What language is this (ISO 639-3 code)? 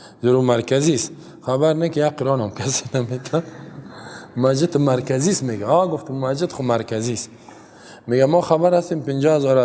fas